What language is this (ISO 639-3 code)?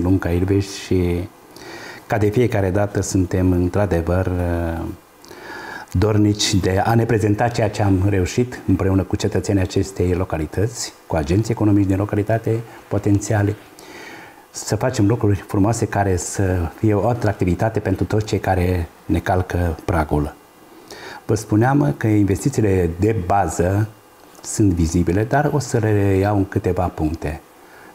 ron